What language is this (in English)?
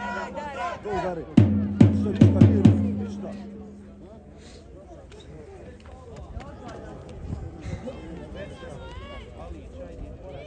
Croatian